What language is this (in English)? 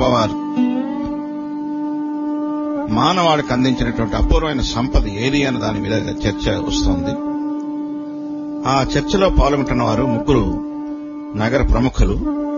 Telugu